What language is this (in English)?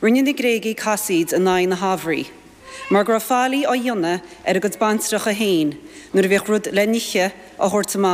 Irish